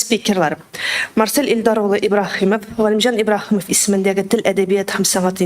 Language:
Tatar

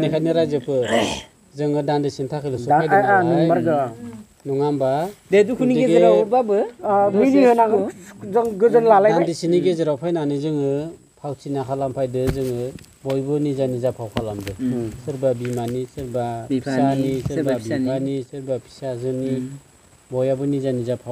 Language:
Bodo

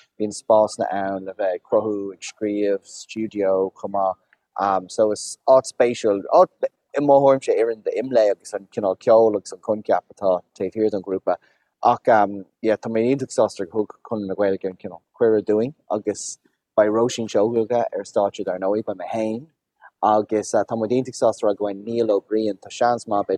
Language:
Irish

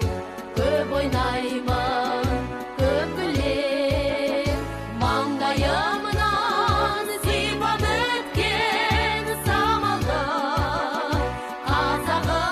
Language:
Kazakh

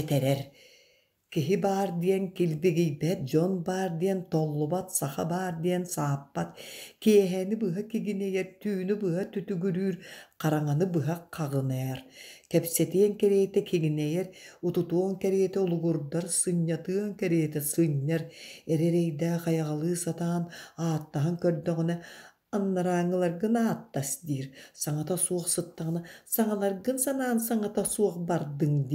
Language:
Yakut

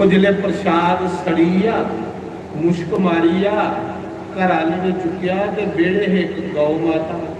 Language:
Dogri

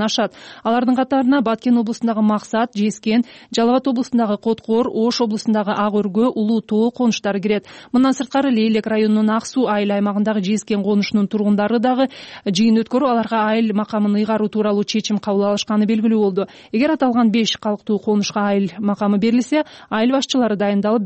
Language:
Kyrgyz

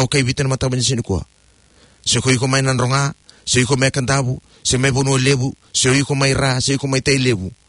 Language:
Fijian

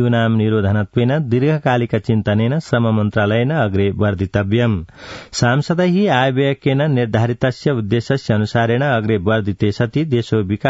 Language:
Sanskrit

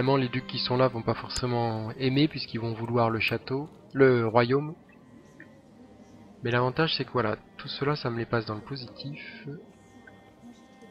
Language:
French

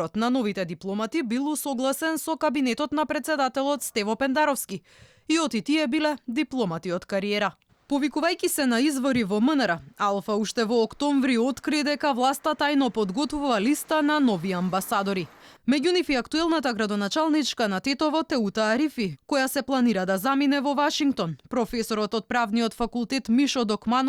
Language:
Macedonian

